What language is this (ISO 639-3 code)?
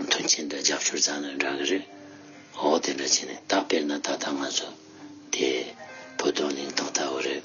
bod